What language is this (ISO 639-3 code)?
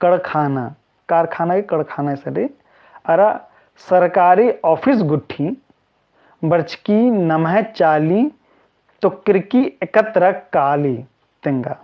kru